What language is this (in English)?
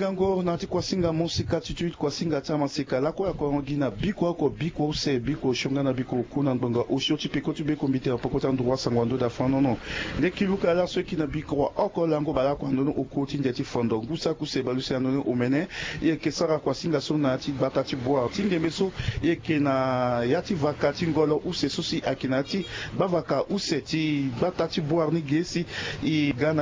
Sango